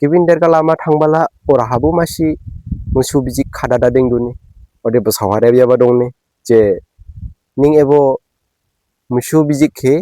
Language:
Dimasa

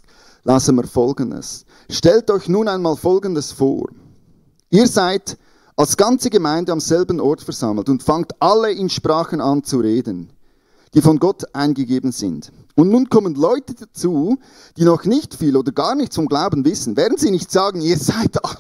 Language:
Swiss German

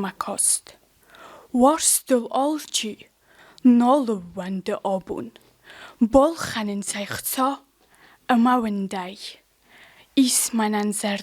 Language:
Ossetic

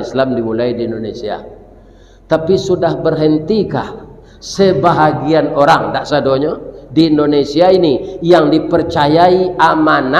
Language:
Minangkabau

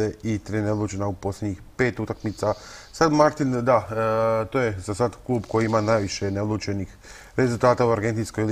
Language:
Croatian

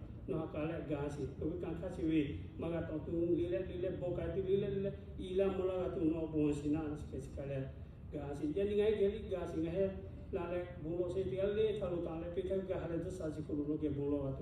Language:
Lahu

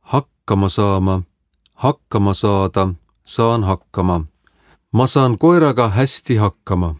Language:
Estonian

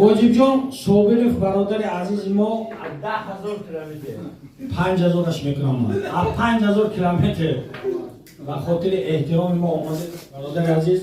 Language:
Tajik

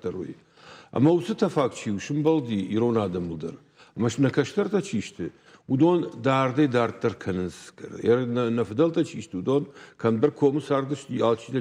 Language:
Ossetic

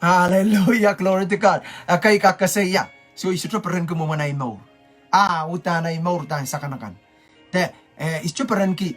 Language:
Pohnpeian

